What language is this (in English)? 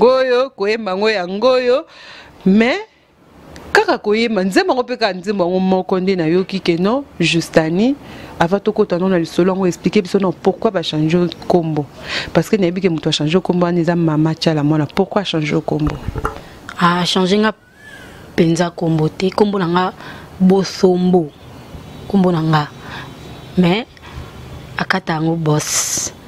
Lingala